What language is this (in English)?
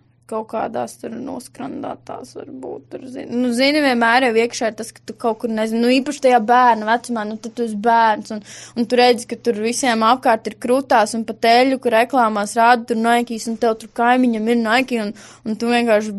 Latvian